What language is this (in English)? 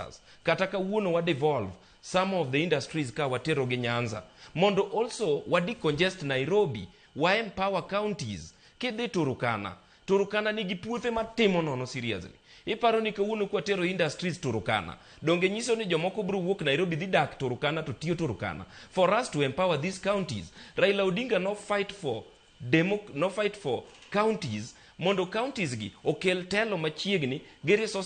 Luo (Kenya and Tanzania)